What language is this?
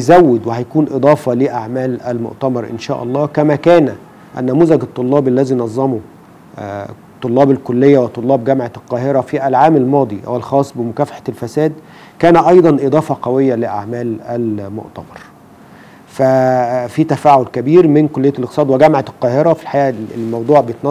Egyptian Arabic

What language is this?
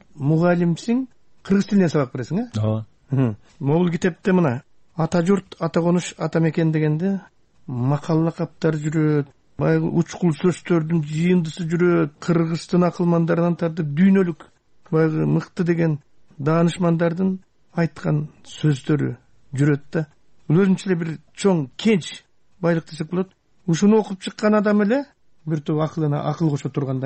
Kyrgyz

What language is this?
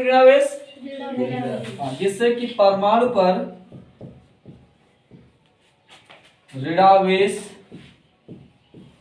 Hindi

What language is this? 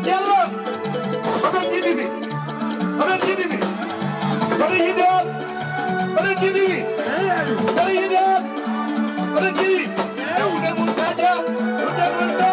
Fula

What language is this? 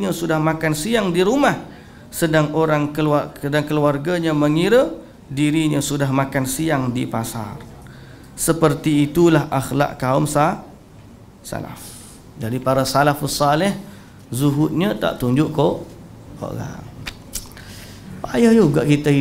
Malay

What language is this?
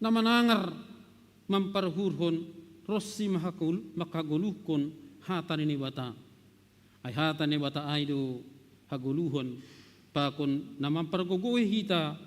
Batak Simalungun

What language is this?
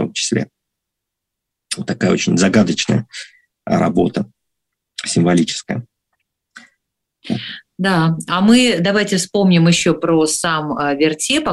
Russian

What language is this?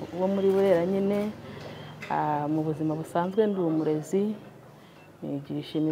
Kinyarwanda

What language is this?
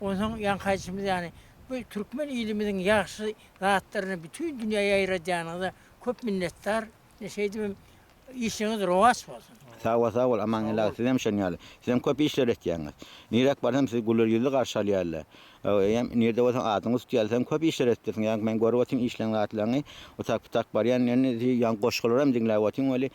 Turkmen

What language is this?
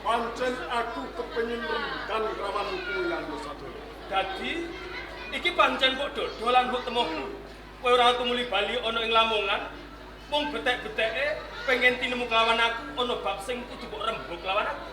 Javanese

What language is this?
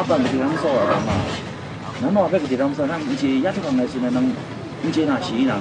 Kachin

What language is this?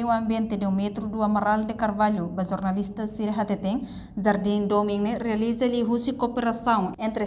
Tetum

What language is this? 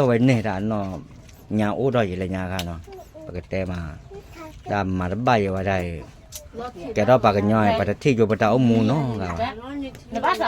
S'gaw Karen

